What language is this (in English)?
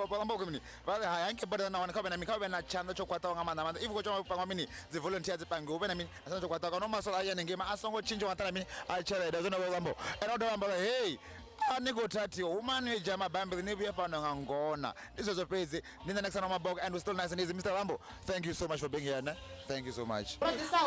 Venda